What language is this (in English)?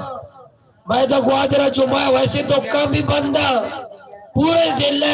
Baluchi